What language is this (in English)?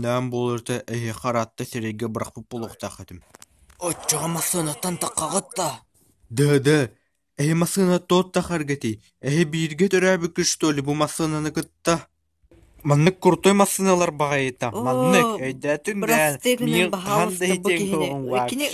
Yakut